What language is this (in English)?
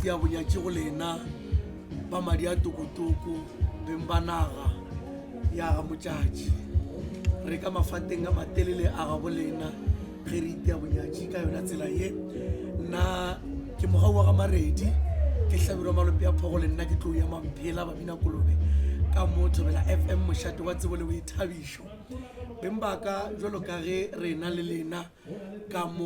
Northern Sotho